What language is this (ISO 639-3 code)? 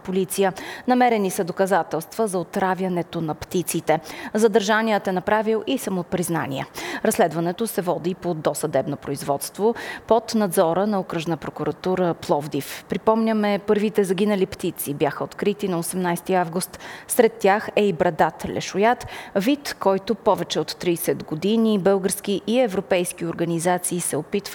bul